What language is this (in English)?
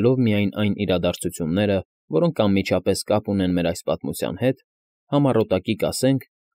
Armenian